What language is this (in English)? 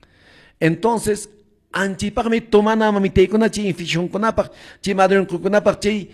Quechua